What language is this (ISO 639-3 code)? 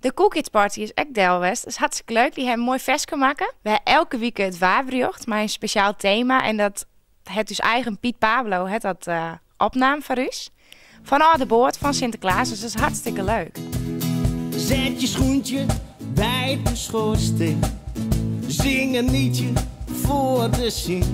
fry